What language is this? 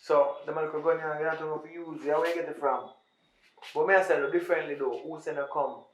Jamaican Creole English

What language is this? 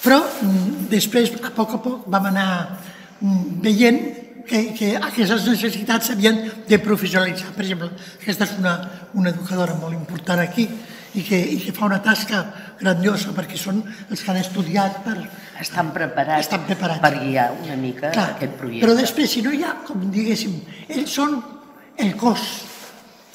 Catalan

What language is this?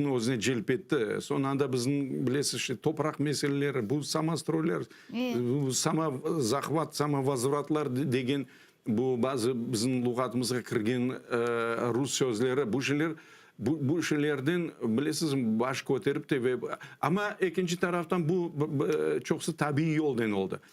Crimean Tatar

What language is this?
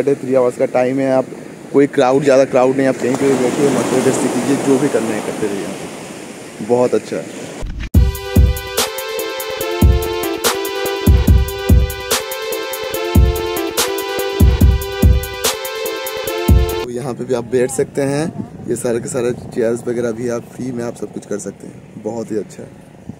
Hindi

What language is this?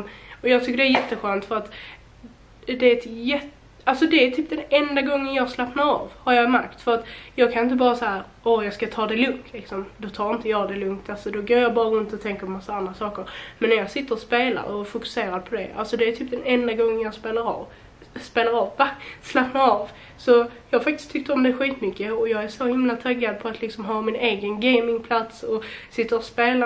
Swedish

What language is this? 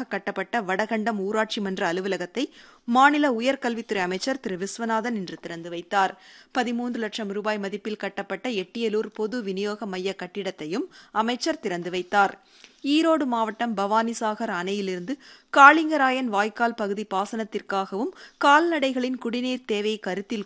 Tamil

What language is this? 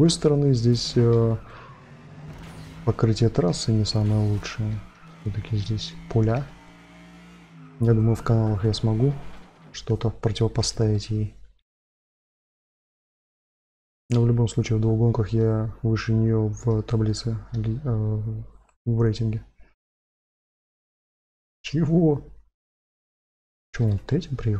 Russian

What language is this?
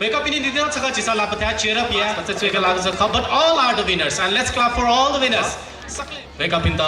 Newari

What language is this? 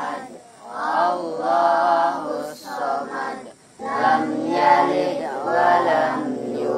Banjar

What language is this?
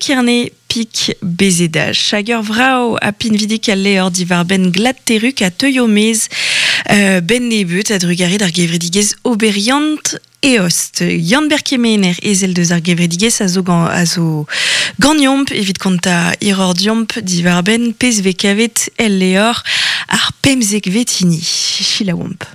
Breton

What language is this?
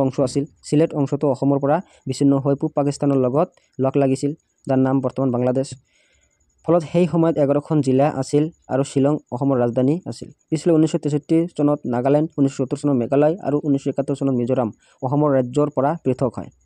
Assamese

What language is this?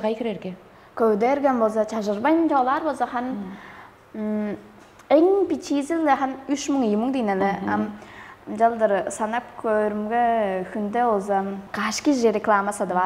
Tuvinian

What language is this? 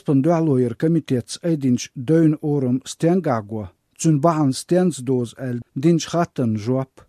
Chechen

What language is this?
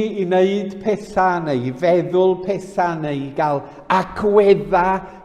Welsh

